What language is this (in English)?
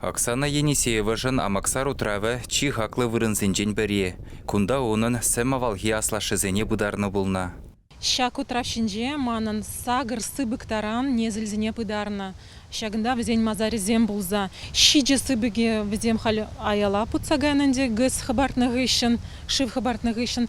Chuvash